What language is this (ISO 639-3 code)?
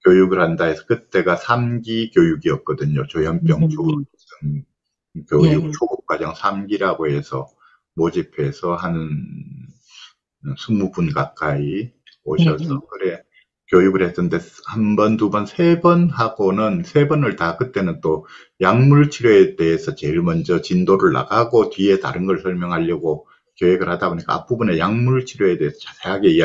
kor